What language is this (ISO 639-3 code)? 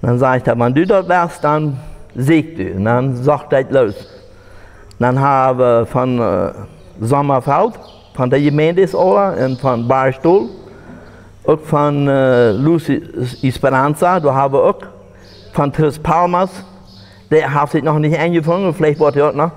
pdt